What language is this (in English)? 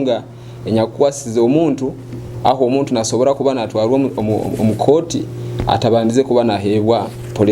Nyoro